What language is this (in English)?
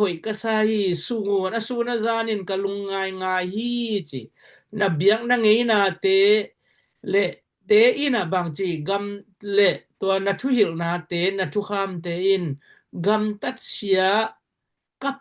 Tedim Chin